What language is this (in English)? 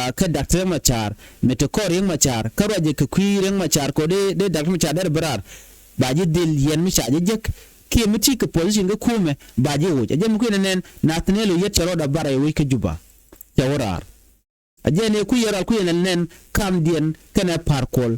Nuer